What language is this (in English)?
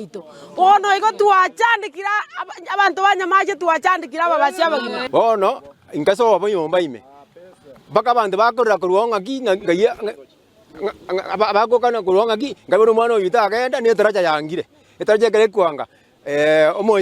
Gusii